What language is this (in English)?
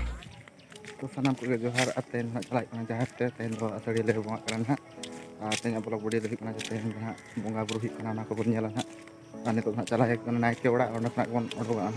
Santali